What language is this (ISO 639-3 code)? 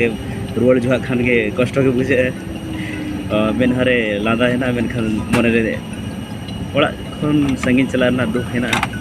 sat